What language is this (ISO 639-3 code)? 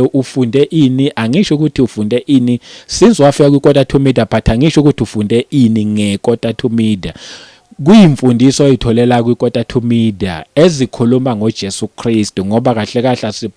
zul